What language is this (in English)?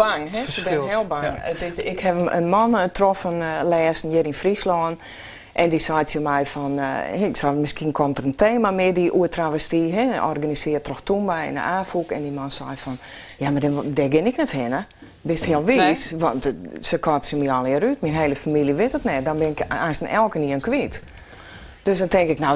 Western Frisian